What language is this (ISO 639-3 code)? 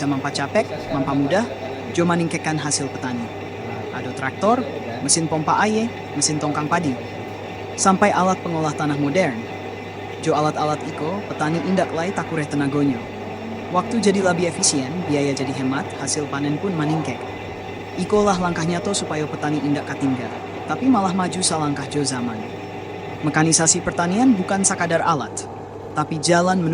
min